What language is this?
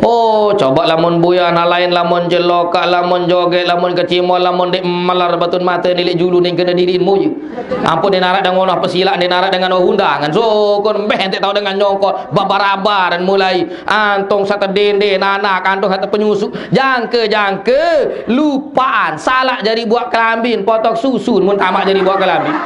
Sasak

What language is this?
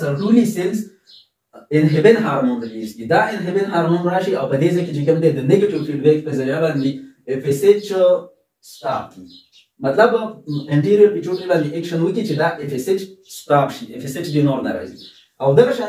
Pashto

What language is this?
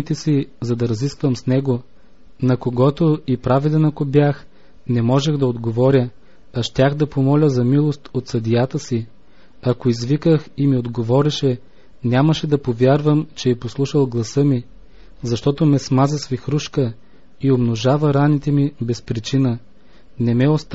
Bulgarian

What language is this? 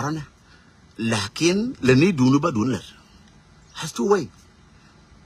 Nuer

